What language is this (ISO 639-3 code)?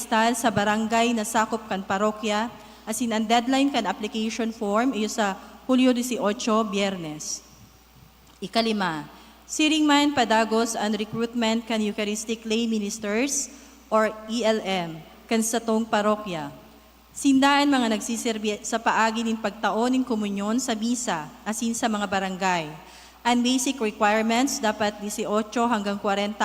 bik